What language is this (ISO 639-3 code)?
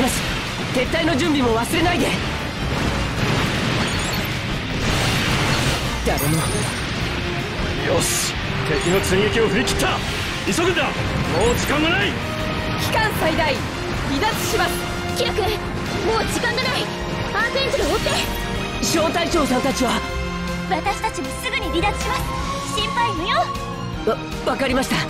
jpn